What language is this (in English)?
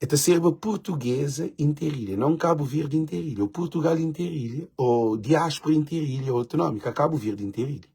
Kabuverdianu